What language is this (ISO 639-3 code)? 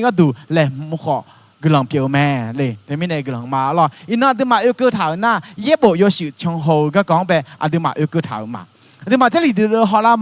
ahk